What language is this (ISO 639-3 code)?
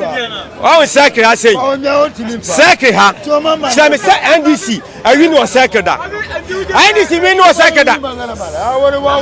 aka